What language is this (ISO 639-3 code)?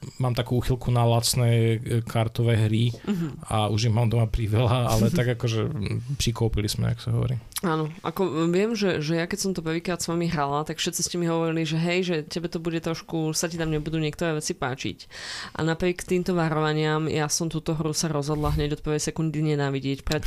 slk